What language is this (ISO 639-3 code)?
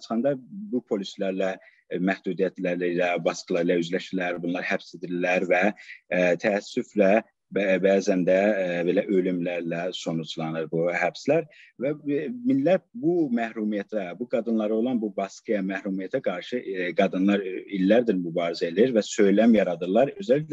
azb